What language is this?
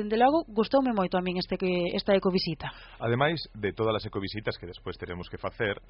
Galician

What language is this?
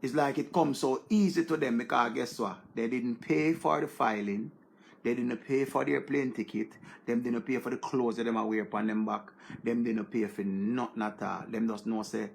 Jamaican Creole English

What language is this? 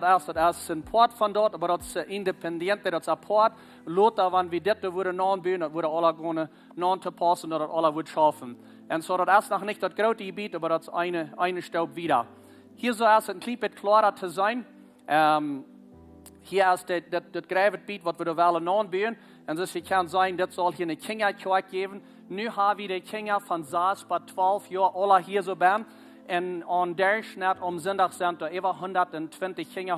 Plautdietsch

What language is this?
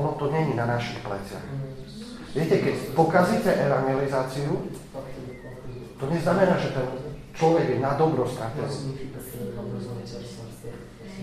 Slovak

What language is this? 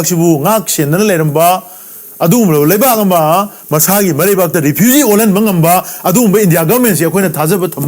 Manipuri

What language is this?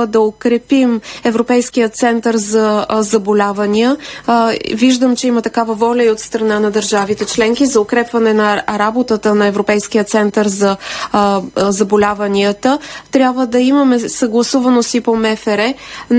Bulgarian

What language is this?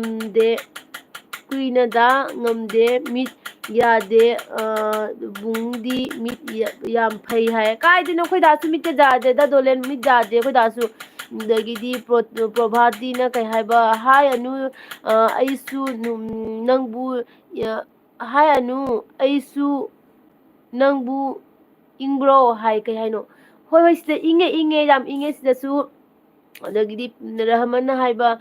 Manipuri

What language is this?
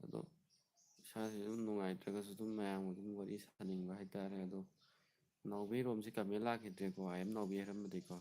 Manipuri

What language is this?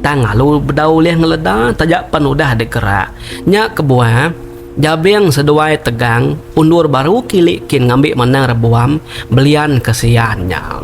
Iban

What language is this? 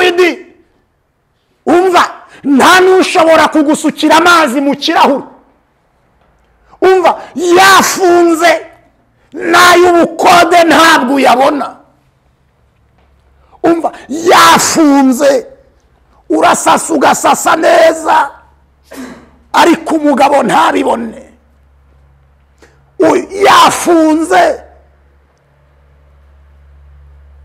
Kinyarwanda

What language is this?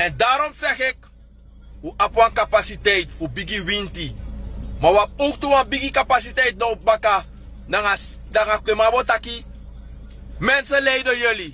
Sranan Tongo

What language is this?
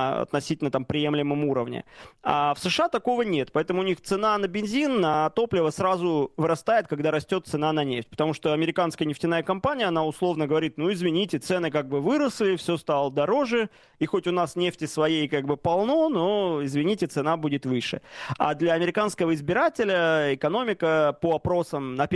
Russian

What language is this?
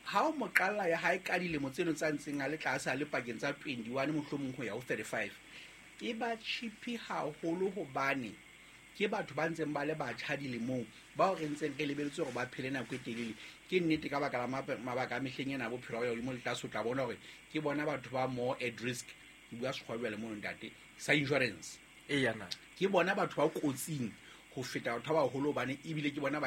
Southern Sotho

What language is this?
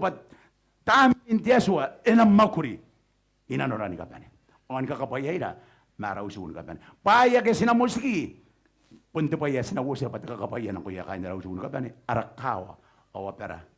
Gilbertese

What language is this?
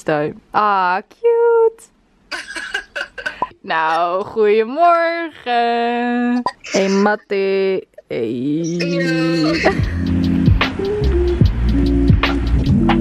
Dutch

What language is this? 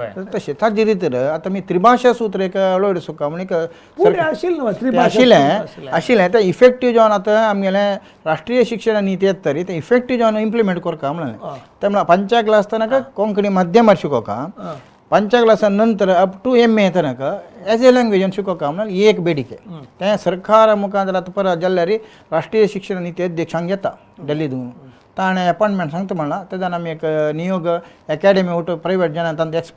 Konkani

